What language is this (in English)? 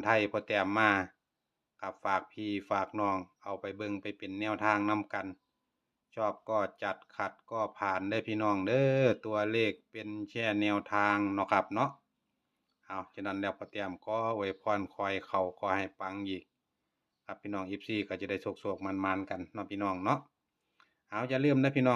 Northeastern Thai